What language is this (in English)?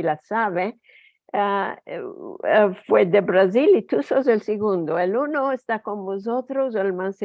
Ladino